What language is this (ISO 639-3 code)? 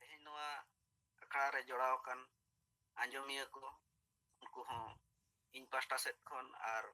sat